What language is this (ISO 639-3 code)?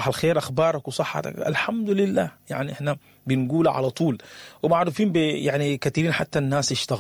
apd